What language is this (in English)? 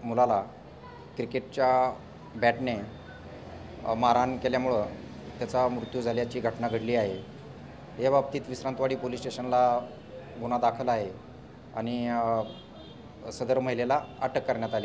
Marathi